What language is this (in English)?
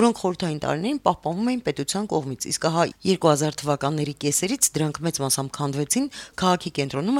Armenian